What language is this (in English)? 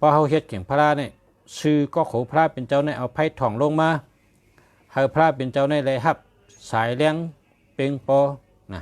Shan